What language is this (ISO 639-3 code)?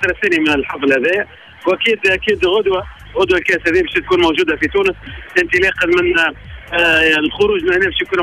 aeb